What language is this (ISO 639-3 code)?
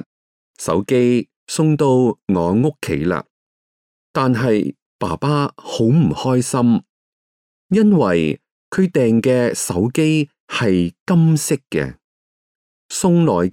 yue